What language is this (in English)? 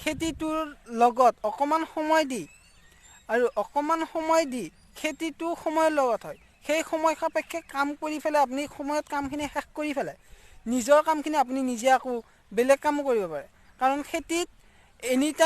Assamese